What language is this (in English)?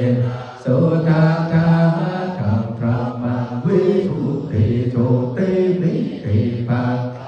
Pali